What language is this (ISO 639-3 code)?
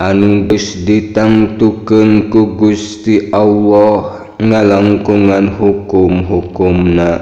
sun